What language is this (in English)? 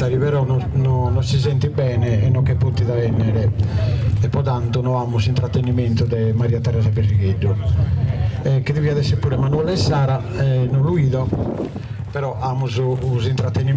Sardinian